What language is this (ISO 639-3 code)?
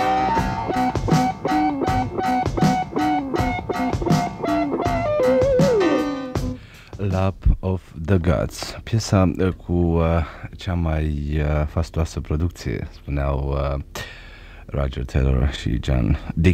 ron